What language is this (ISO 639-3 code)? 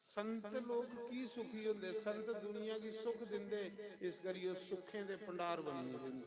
doi